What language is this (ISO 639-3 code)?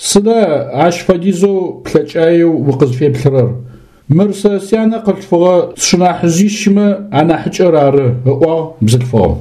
ady